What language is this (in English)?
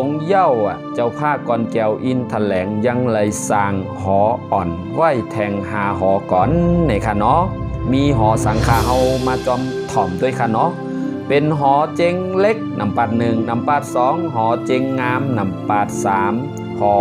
Shan